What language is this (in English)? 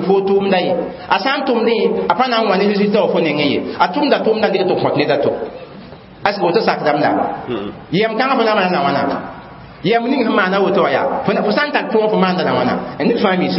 Mossi